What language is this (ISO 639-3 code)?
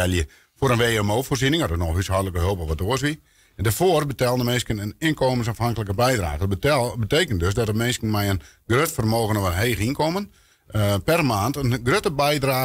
fry